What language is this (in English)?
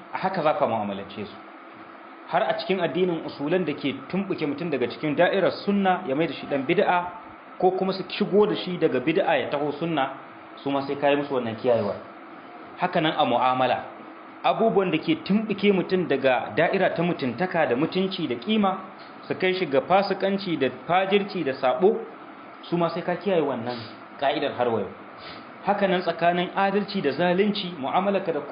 Hausa